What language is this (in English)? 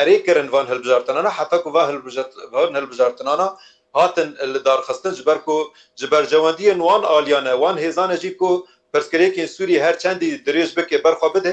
Kurdish